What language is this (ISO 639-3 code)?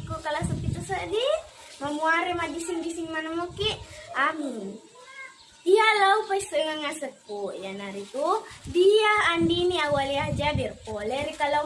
bug